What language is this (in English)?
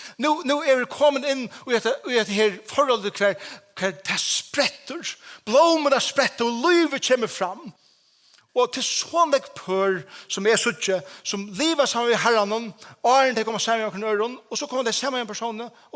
Faroese